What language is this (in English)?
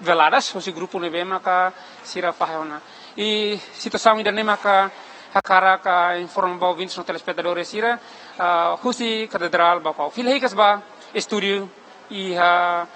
Tetum